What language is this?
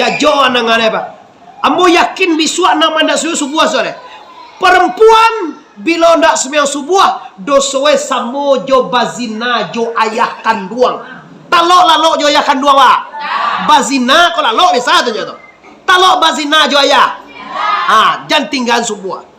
Minangkabau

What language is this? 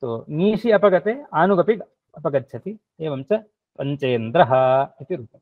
Sanskrit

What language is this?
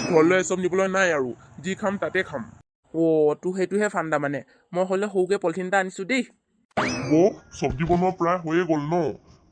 Assamese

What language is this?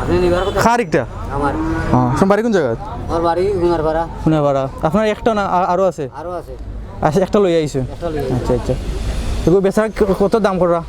Sylheti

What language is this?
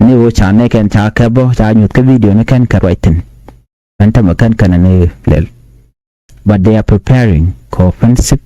Nuer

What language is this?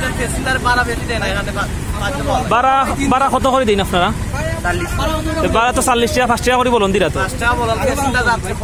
Sylheti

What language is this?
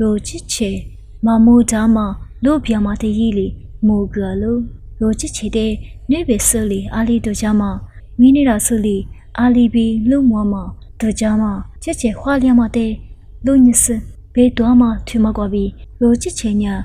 Lisu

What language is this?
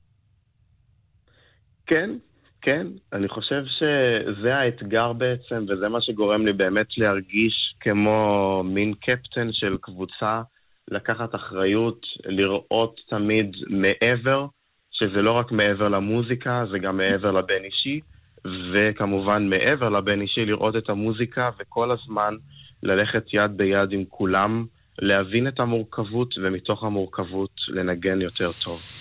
Hebrew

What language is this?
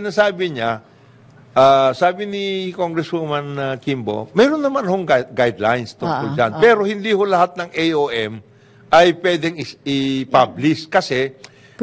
Filipino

